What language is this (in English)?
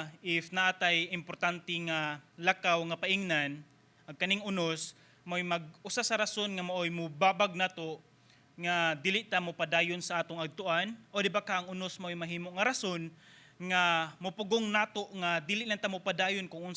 Cebuano